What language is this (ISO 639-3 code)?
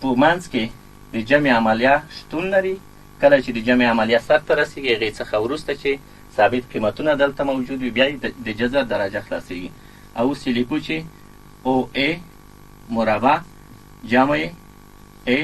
pus